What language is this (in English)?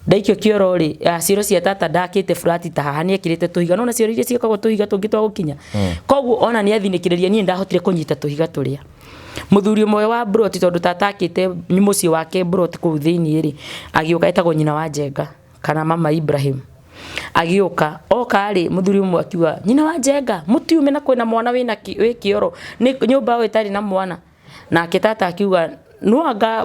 Kikuyu